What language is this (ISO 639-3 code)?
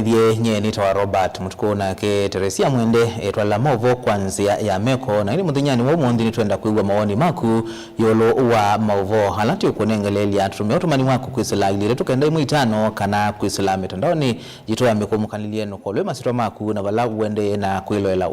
kam